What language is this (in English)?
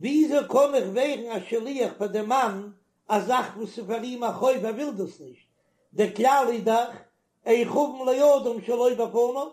Yiddish